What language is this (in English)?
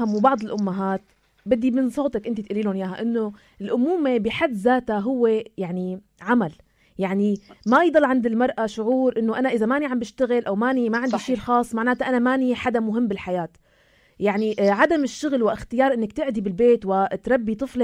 North Levantine Arabic